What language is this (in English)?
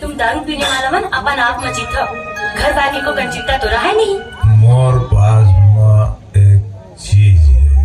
Chhattisgarhi